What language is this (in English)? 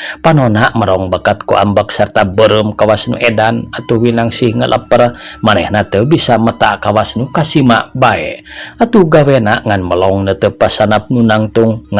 Sundanese